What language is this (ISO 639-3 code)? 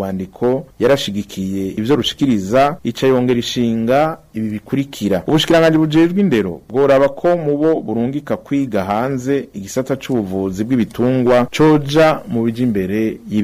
run